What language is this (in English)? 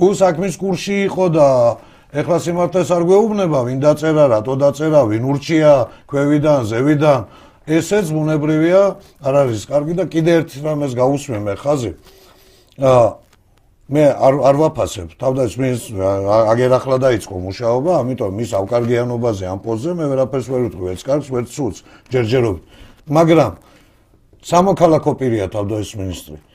Georgian